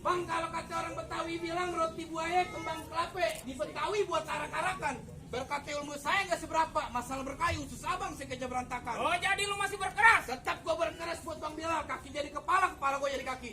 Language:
Betawi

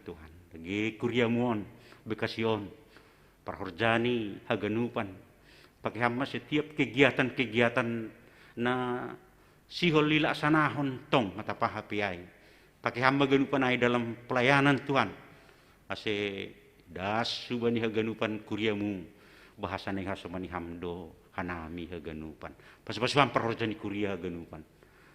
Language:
Batak Simalungun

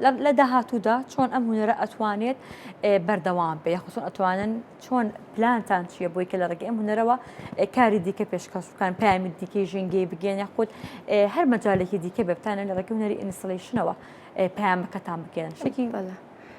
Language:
Central Kurdish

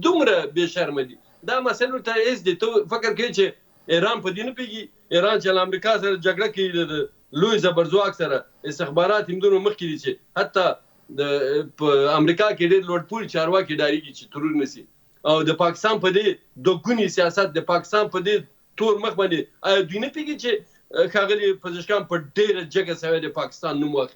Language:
Pashto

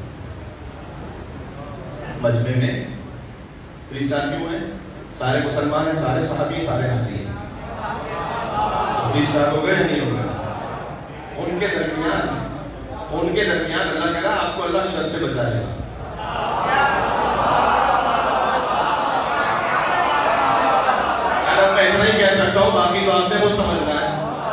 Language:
Urdu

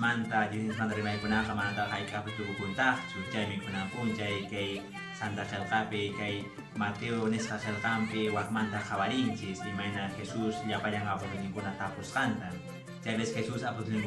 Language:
Quechua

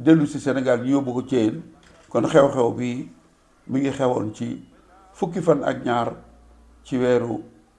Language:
Wolof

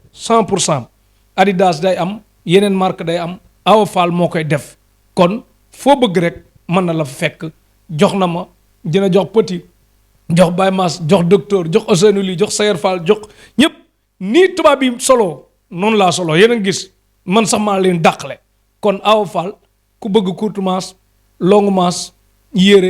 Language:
Wolof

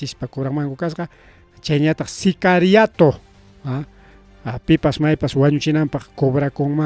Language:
Ayacucho Quechua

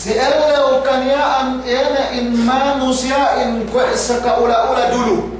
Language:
Yakan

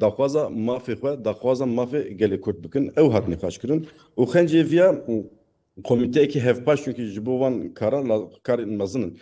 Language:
Kurdish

